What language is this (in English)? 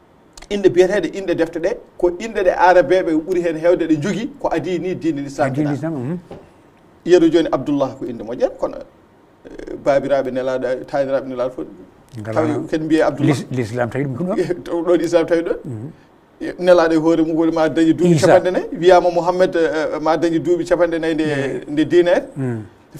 Fula